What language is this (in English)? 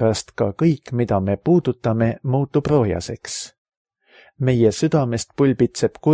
Estonian